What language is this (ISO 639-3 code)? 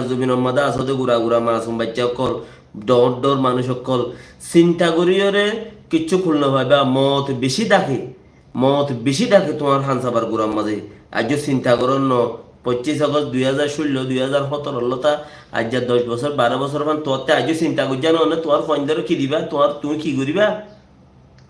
rhg